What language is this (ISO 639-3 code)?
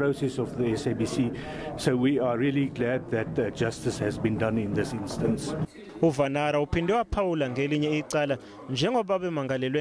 zul